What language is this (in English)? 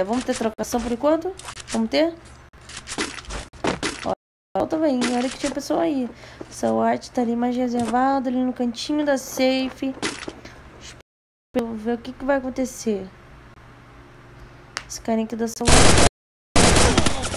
Portuguese